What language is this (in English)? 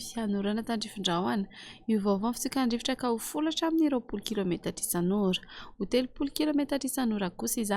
Malagasy